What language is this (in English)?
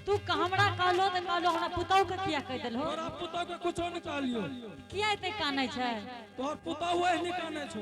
Angika